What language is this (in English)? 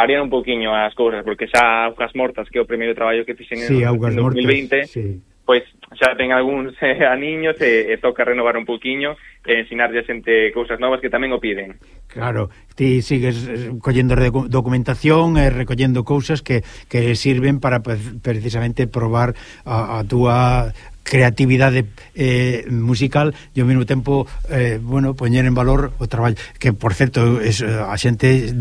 Galician